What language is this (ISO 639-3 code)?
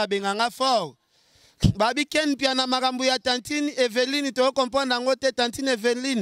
lin